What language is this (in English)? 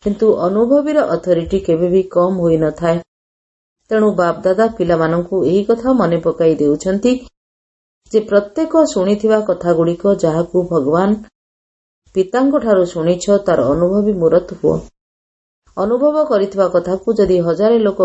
Odia